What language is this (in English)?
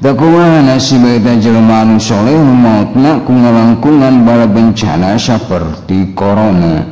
Sundanese